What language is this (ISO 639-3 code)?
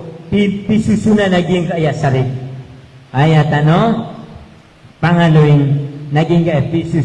mrw